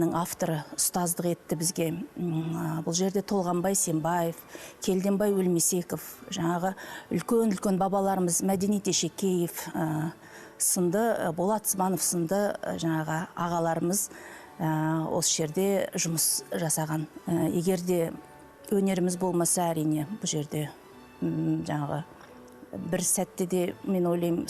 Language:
Kazakh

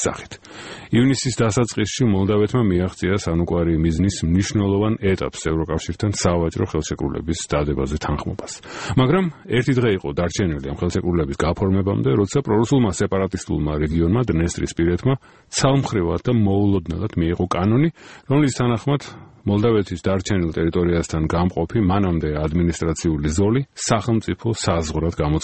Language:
Georgian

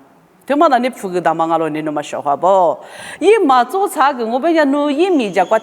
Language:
Lisu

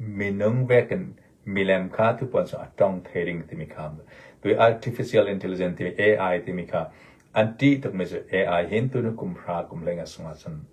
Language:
Hakha Chin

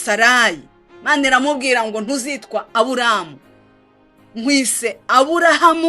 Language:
Kinyarwanda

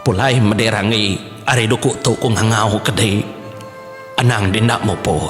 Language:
Iban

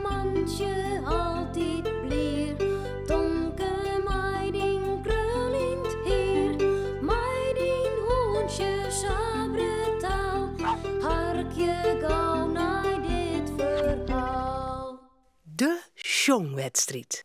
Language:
Western Frisian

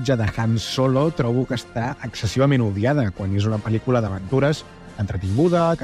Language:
Catalan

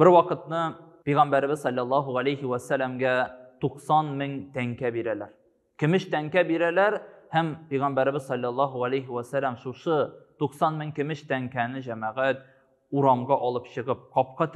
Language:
Tatar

